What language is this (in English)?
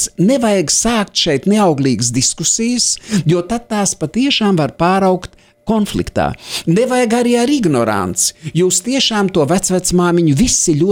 Latvian